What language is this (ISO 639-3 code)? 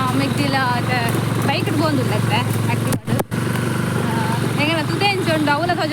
tcy